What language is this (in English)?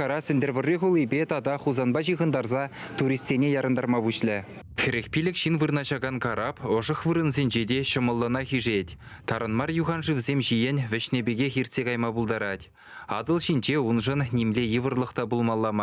Chuvash